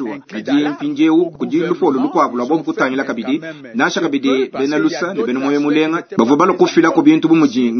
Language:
Luba-Lulua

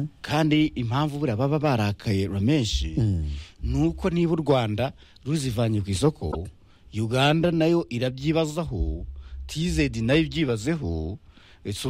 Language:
Kinyarwanda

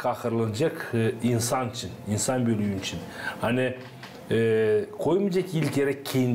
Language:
Gagauz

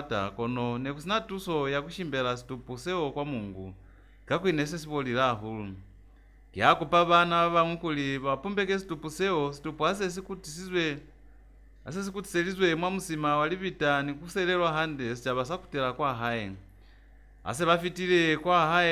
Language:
Lozi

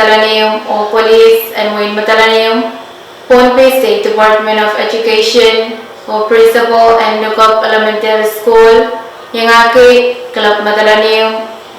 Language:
Pohnpeian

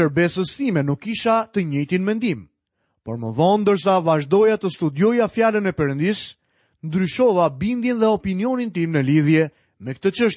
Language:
Albanian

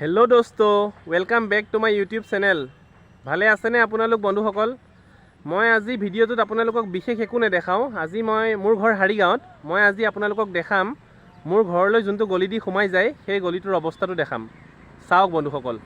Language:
Assamese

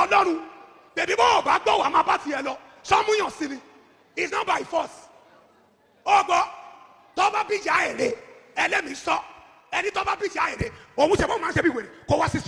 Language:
Yoruba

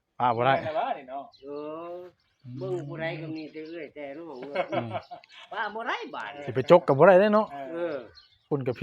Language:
Northeastern Thai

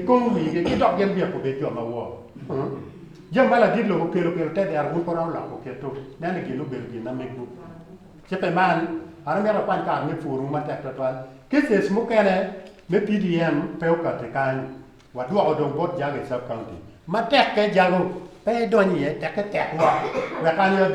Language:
Acoli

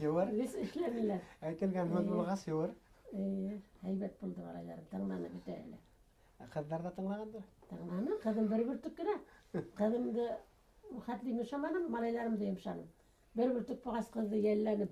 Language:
Bashkir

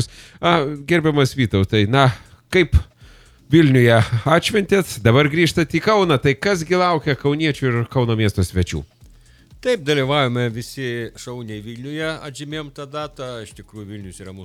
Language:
Lithuanian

